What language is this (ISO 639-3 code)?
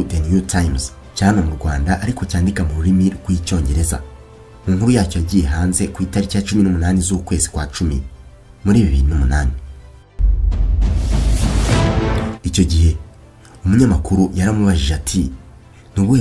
kin